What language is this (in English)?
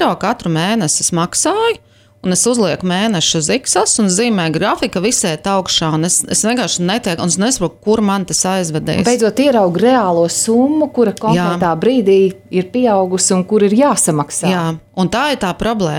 Latvian